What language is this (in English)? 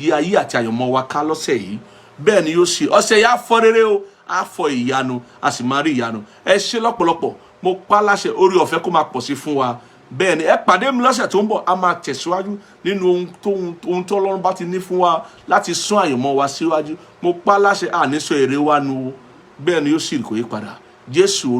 Yoruba